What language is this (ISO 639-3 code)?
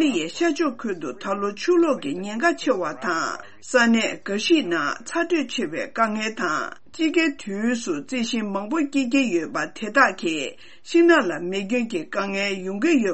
bod